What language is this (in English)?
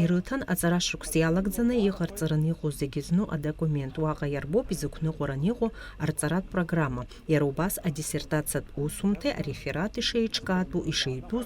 Abkhazian